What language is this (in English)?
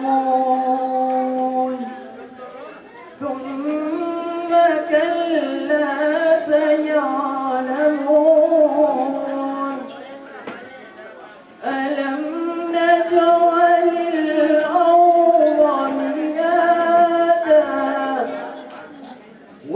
Arabic